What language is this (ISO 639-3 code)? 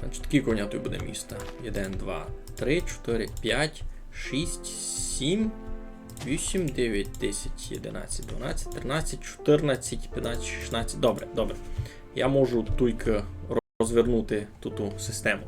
rue